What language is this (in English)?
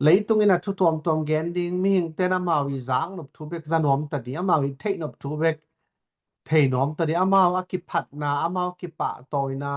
Tedim Chin